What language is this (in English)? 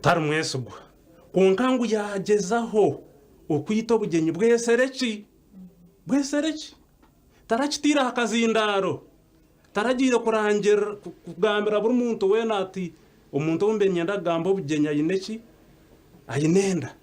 Nyankole